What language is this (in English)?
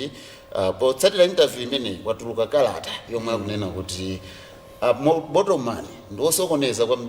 Nyanja